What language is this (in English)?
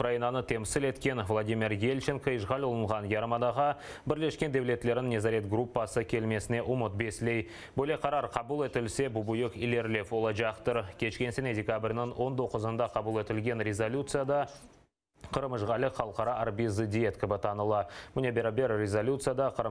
Crimean Tatar